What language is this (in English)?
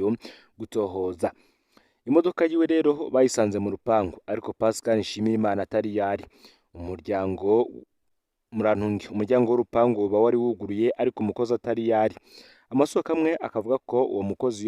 Rundi